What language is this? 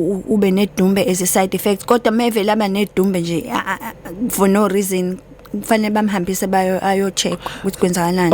Zulu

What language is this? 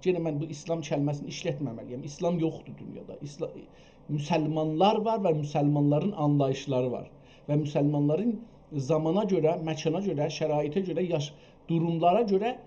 South Azerbaijani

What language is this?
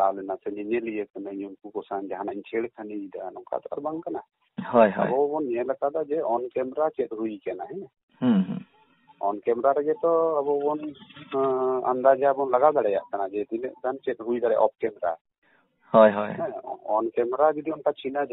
Santali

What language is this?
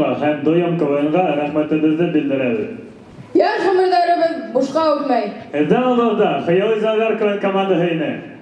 Bashkir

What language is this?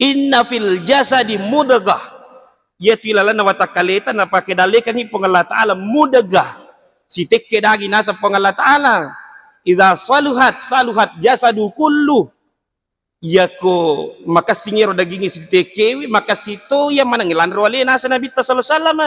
Buginese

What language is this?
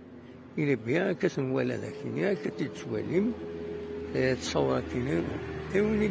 Kabyle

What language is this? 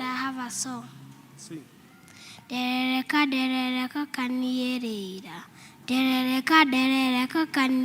Kikuyu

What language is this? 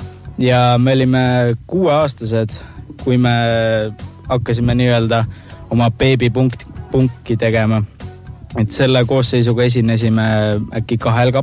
Estonian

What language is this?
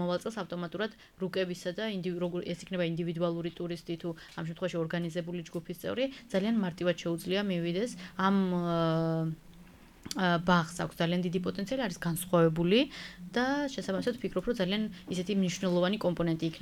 Georgian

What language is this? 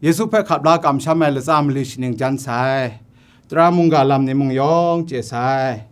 Kachin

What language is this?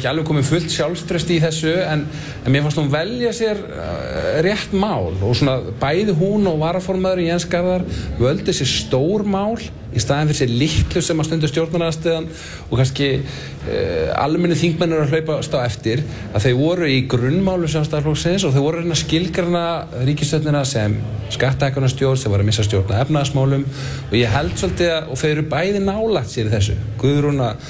Icelandic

